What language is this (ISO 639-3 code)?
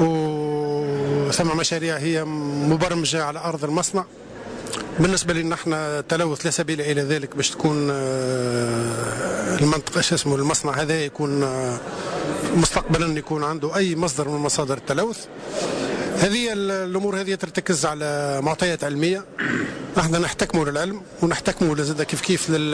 aeb